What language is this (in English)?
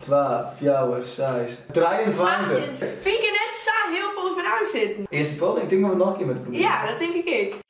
Western Frisian